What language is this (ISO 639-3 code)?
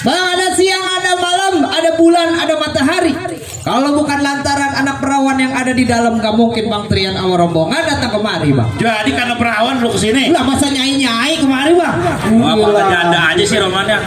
bew